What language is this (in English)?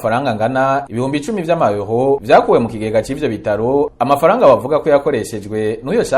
Rundi